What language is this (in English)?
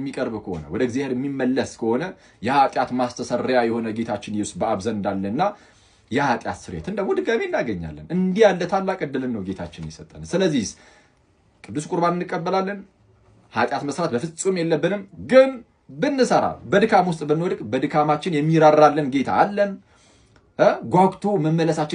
Amharic